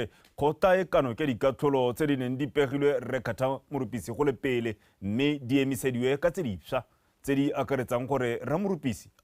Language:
Tswana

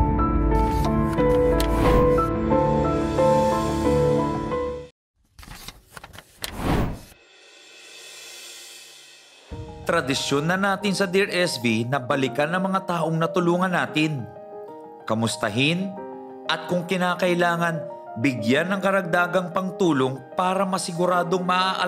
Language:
Filipino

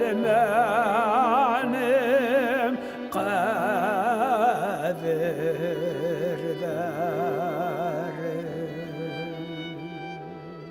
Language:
Bashkir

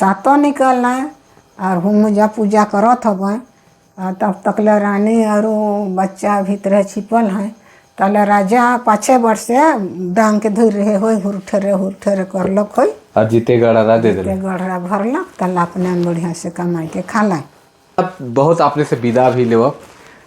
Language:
Sadri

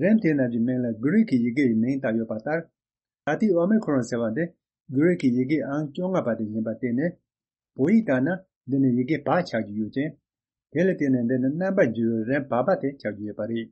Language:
Tibetan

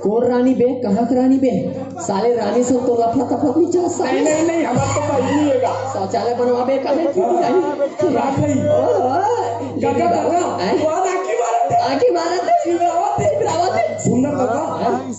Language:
Chhattisgarhi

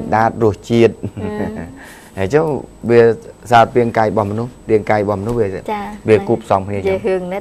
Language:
Khmer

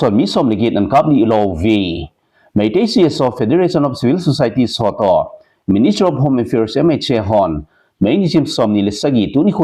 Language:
Thado Chin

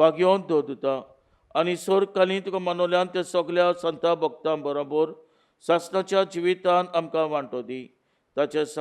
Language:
Konkani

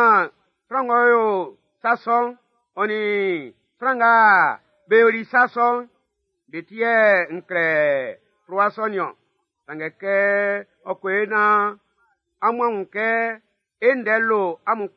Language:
Baoulé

